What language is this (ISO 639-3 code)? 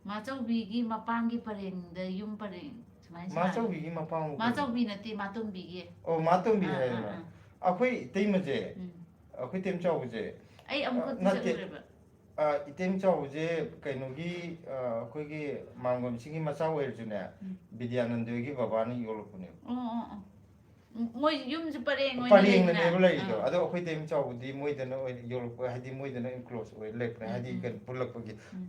mni